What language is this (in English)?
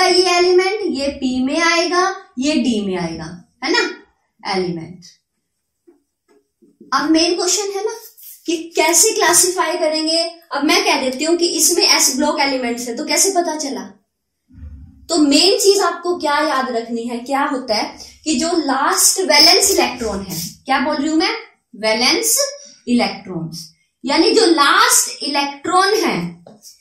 Hindi